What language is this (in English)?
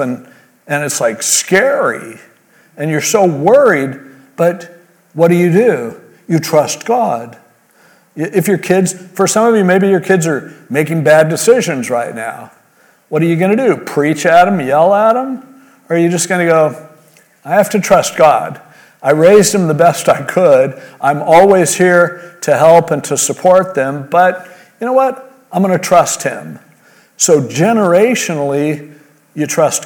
English